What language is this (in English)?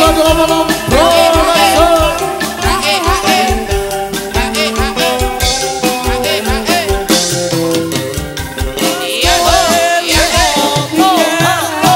Indonesian